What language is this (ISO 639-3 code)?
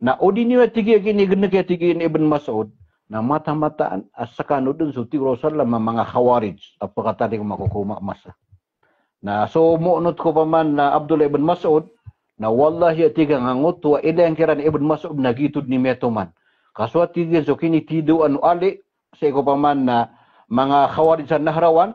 mrw